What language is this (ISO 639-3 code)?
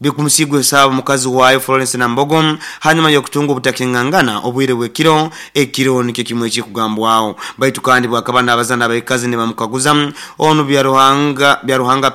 nyo